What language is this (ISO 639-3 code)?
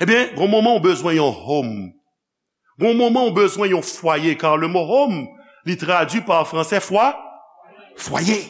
hat